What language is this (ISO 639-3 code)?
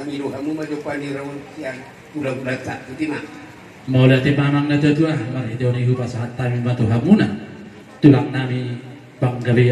bbc